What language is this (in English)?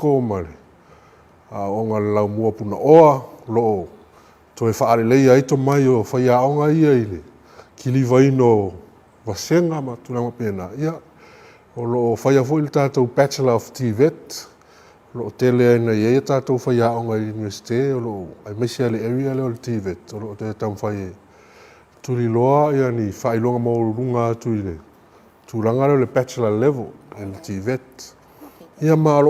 Samoan